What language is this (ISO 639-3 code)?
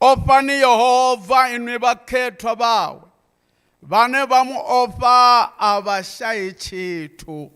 ven